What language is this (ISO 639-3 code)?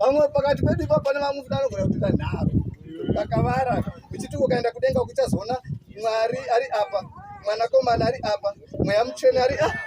sna